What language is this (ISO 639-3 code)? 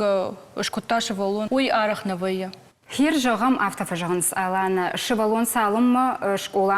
oss